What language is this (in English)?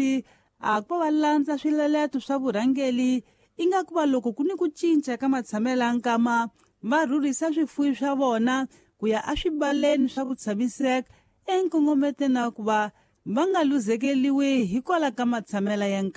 Tsonga